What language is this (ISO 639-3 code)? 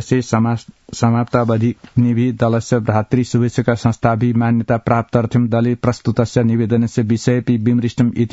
san